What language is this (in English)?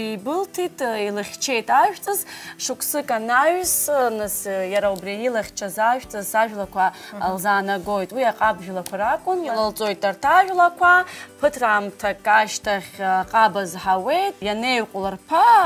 Abkhazian